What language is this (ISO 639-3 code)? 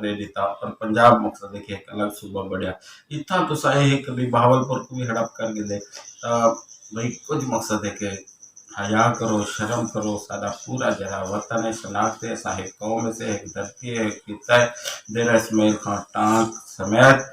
skr